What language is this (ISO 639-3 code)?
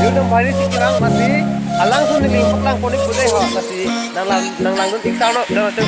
mjw